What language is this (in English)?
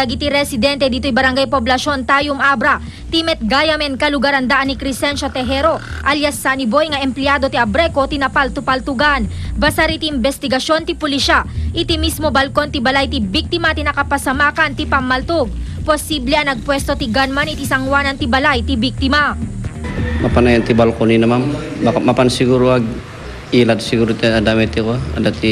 Iloko